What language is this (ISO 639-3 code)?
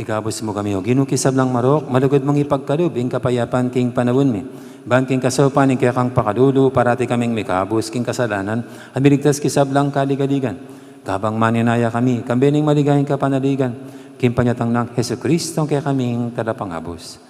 pam